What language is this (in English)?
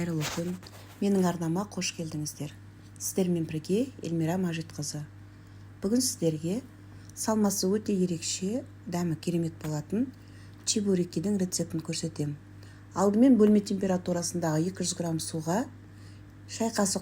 Kazakh